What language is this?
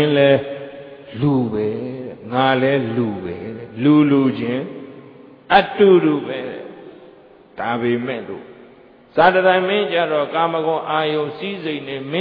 Burmese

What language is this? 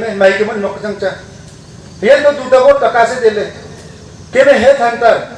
Wancho Naga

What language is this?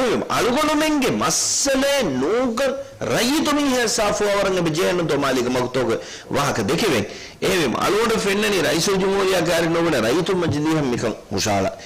Divehi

